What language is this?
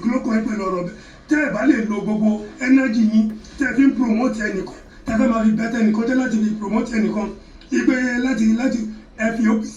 Yoruba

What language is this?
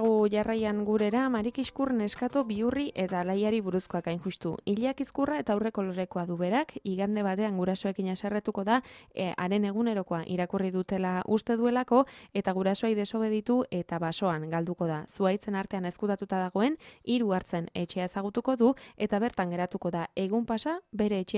Basque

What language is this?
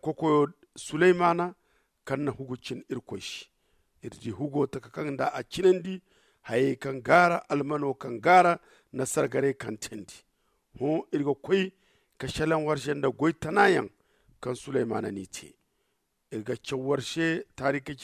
Zarma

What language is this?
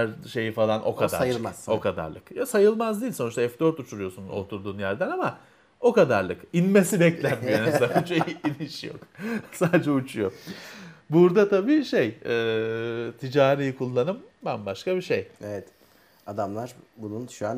Turkish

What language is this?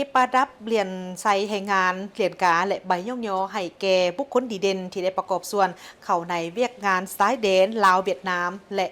Lao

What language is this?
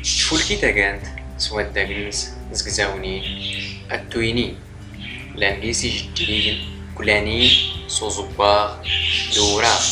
Standard Moroccan Tamazight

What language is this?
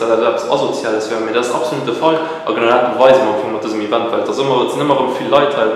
Luxembourgish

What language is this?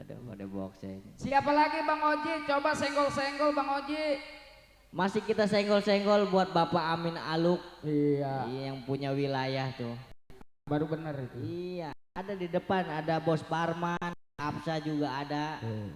Betawi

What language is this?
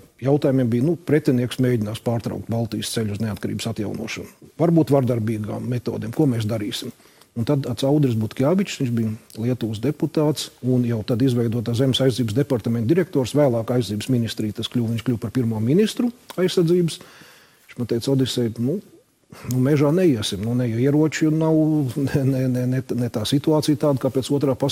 Latvian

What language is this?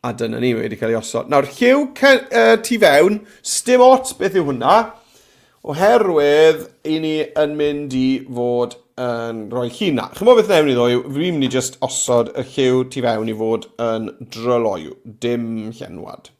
Welsh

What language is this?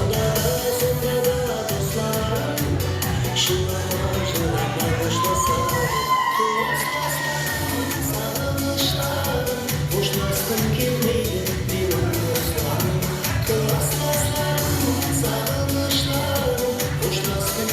Kara-Kalpak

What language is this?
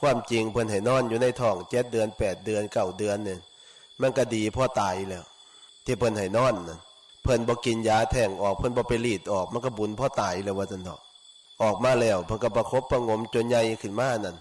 Northeastern Thai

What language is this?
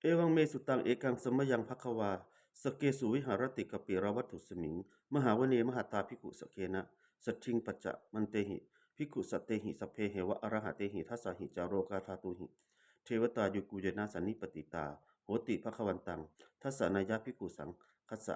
Pali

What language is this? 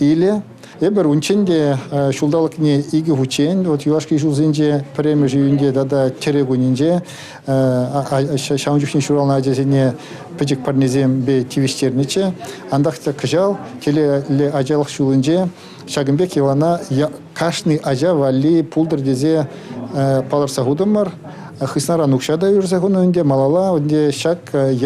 Chuvash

